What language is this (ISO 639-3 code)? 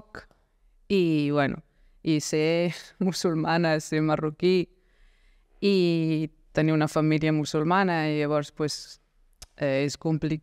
cat